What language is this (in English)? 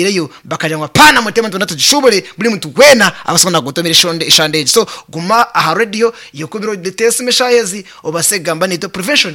Nyankole